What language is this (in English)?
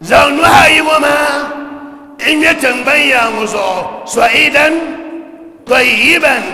Dagbani